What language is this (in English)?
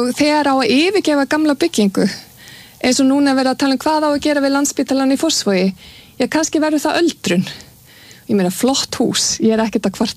Icelandic